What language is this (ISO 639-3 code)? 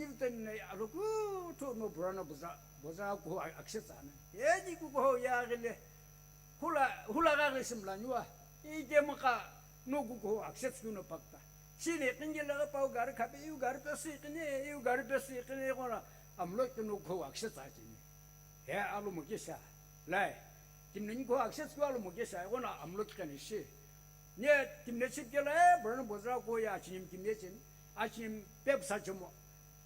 nsm